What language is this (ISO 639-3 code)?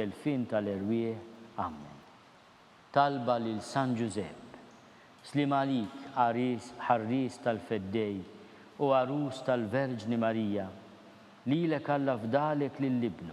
mlt